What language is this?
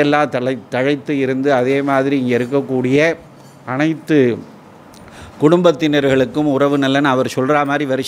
Tamil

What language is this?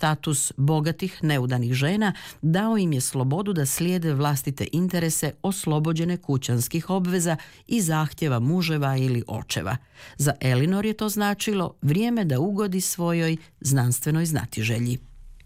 Croatian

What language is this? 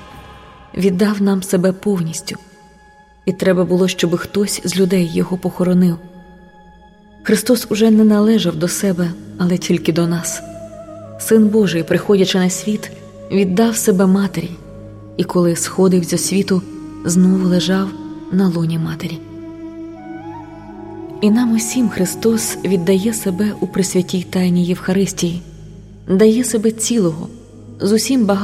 Ukrainian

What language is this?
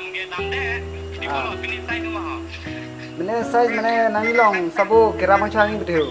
Karbi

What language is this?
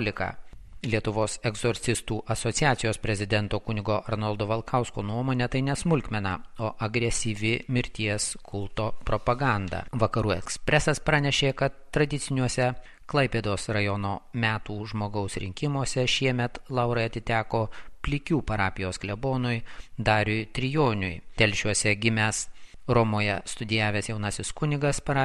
Lithuanian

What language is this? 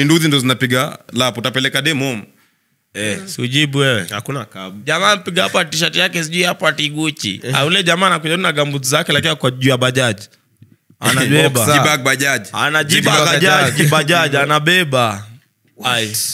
Swahili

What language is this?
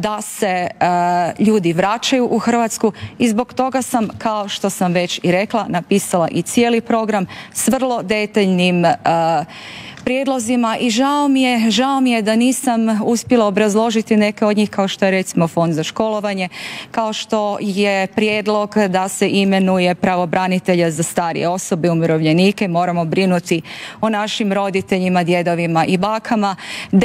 Croatian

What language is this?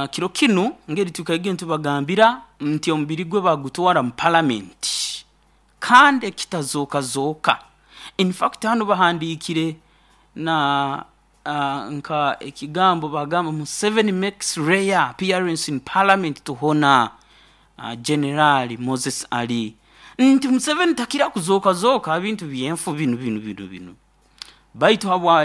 Nyoro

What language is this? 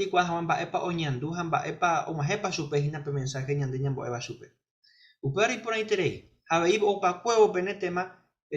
Guarani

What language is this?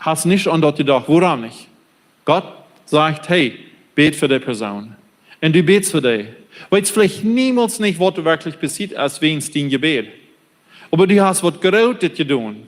Plautdietsch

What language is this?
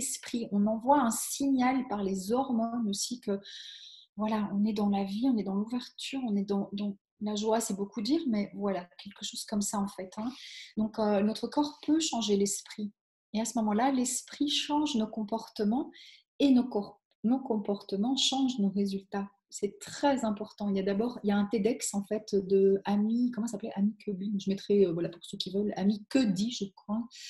French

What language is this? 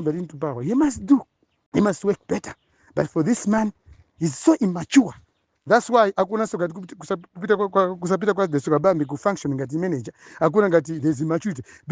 Nyanja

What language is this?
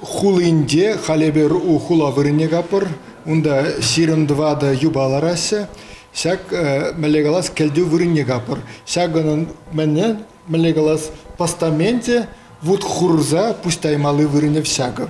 Chuvash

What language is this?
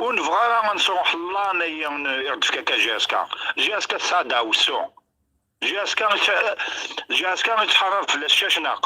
Kabyle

